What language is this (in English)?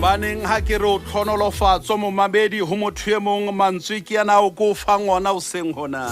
Southern Sotho